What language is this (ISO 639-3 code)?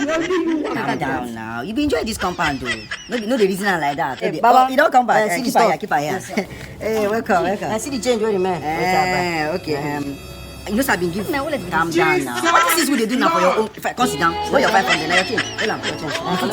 pcm